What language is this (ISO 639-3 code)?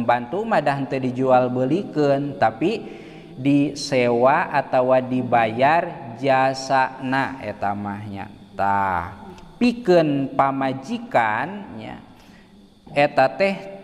sun